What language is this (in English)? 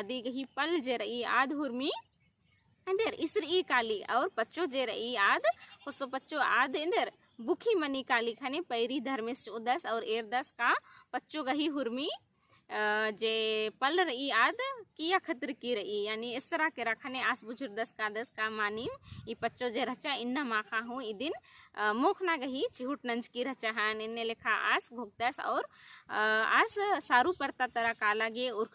Kurukh